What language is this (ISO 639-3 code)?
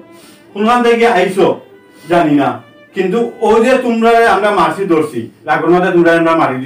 syl